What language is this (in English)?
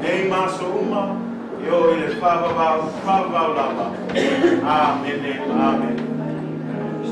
Samoan